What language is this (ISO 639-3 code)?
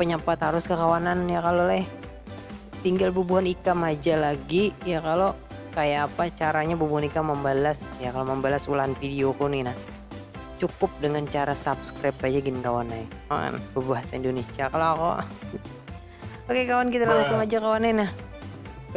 bjn